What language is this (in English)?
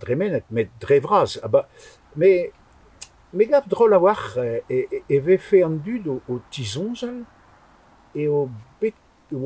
Breton